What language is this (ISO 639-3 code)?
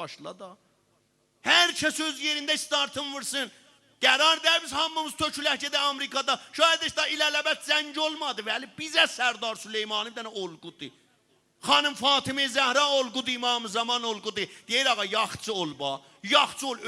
azb